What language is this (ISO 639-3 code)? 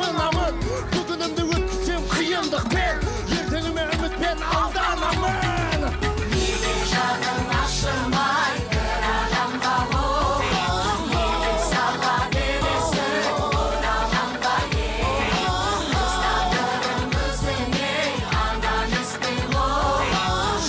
kaz